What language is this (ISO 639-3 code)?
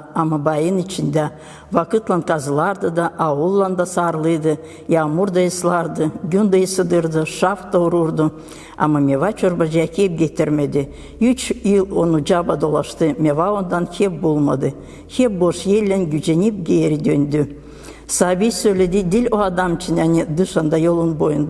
gag